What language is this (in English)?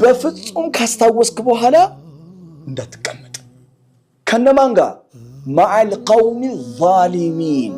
Amharic